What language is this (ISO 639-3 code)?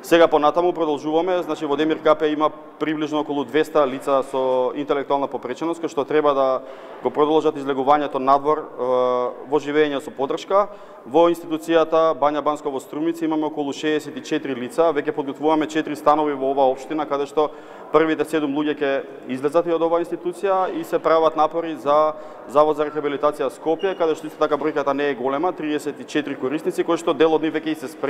mkd